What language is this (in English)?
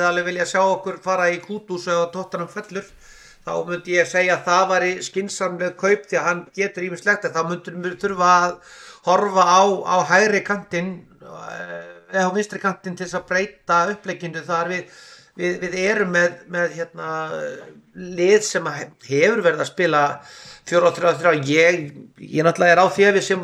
Icelandic